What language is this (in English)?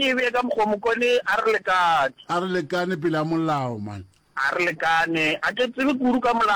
Northern Sotho